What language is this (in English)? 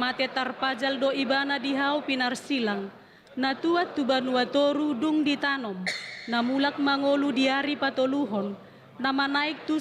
Batak Toba